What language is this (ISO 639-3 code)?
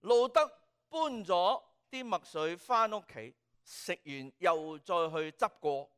yue